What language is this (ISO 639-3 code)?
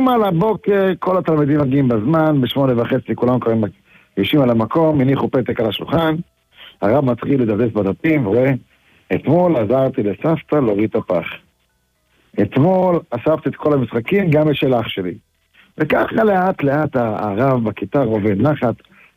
heb